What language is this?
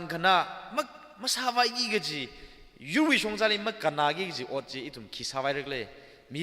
Tangkhul Naga (India)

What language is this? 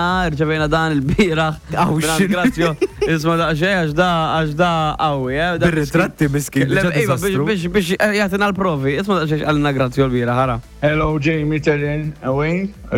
Maltese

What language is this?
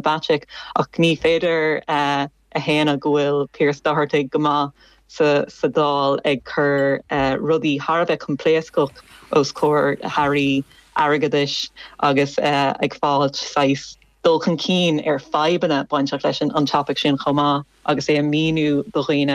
Irish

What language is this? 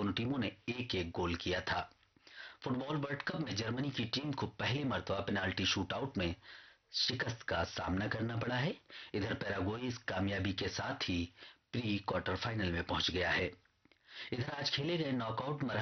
Urdu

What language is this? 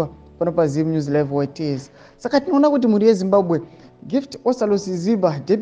Shona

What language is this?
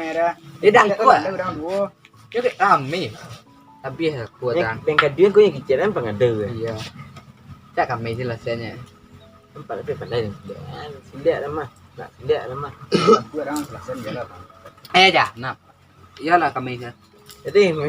Minangkabau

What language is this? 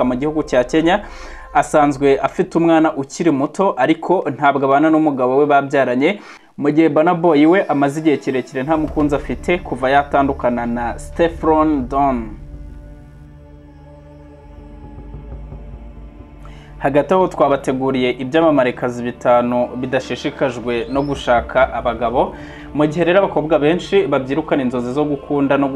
Kinyarwanda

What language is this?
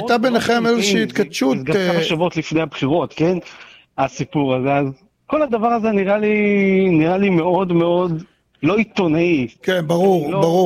Hebrew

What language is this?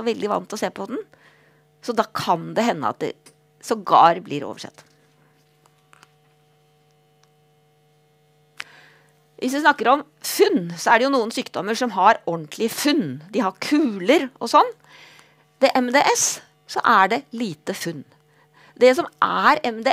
Norwegian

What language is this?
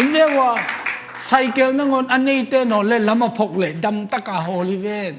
Tedim Chin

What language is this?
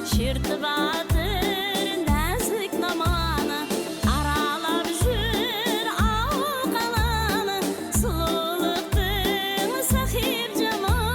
Kara-Kalpak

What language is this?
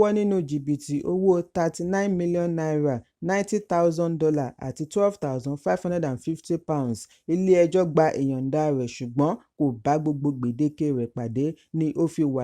Yoruba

